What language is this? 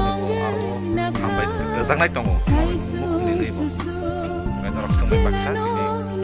Kok Borok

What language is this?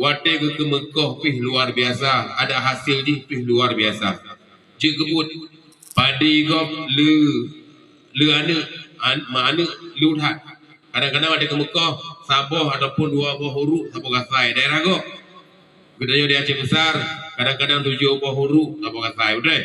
Achinese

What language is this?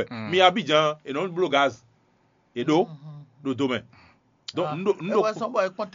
Fon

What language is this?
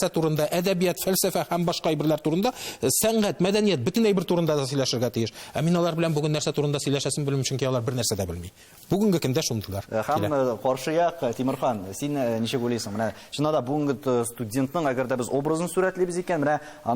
Tatar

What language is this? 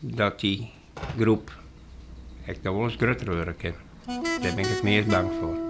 Western Frisian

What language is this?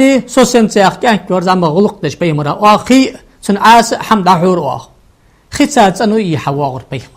Ingush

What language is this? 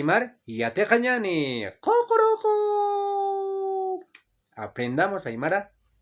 Aymara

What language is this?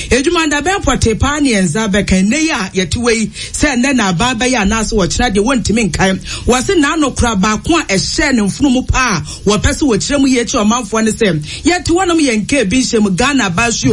Akan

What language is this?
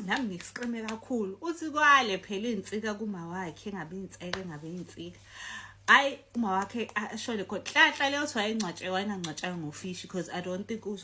Zulu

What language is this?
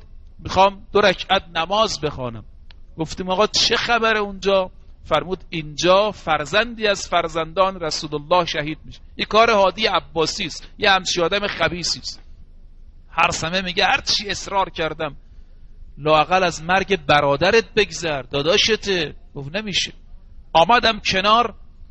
Persian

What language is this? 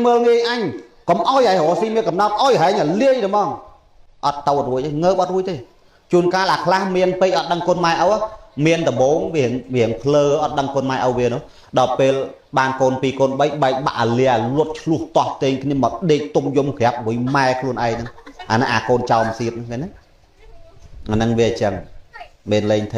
Khmer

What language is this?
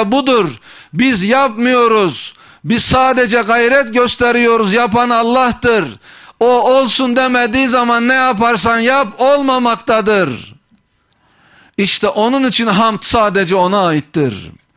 Turkish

